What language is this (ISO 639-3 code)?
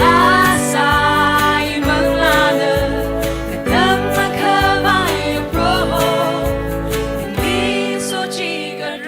nmf